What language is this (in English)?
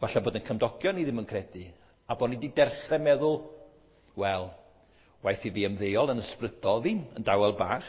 Welsh